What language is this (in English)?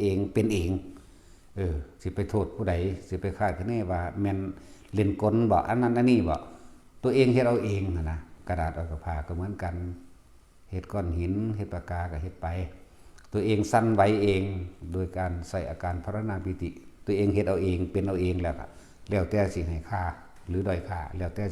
Northeastern Thai